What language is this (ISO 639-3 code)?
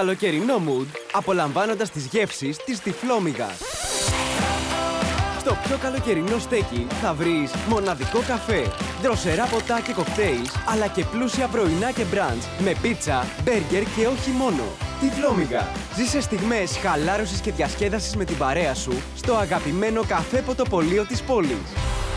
ell